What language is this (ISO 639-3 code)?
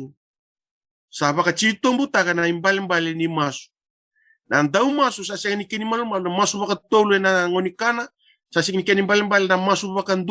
fij